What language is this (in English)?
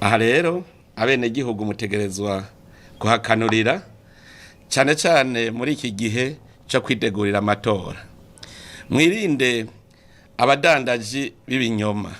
Rundi